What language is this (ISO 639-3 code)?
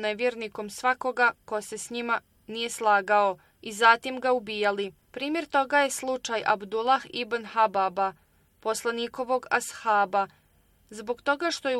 bos